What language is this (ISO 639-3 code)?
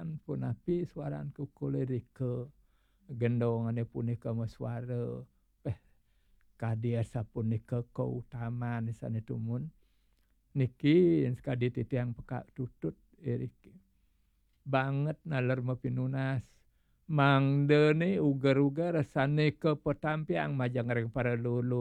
ban